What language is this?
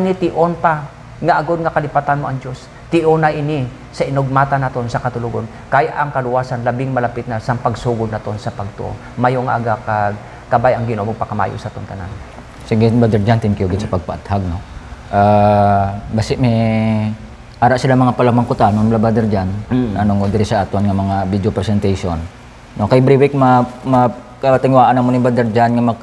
Hiligaynon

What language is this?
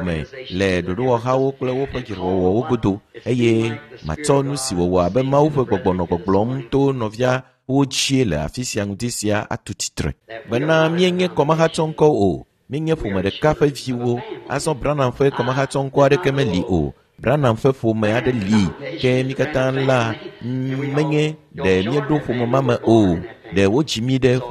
Ewe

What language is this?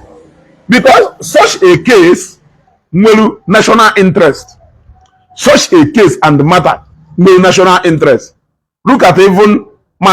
Igbo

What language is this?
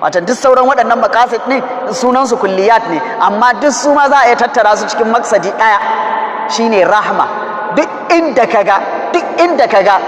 Hausa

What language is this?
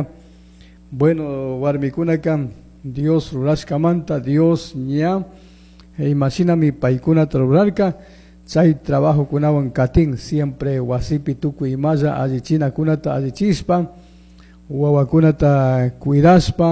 Chimborazo Highland Quichua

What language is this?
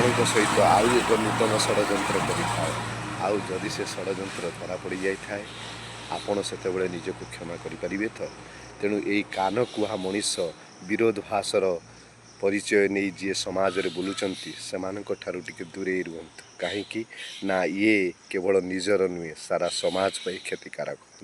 Odia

